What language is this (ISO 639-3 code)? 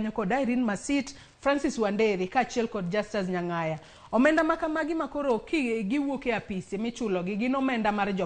luo